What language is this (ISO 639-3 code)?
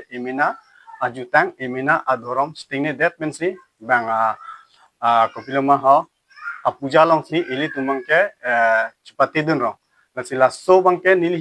mjw